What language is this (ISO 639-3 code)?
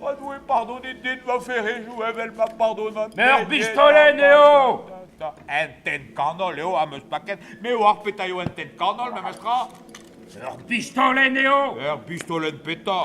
bre